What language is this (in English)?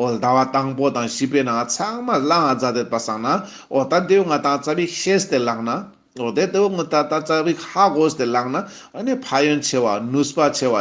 Ladakhi